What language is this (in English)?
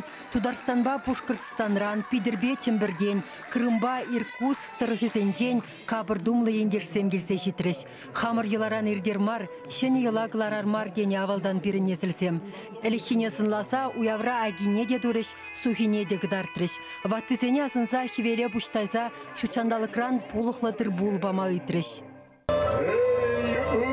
Chuvash